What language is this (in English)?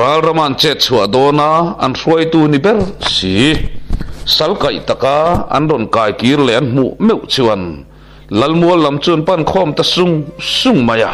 Mizo